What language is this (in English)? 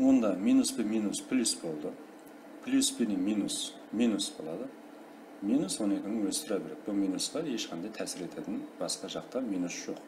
Kara-Kalpak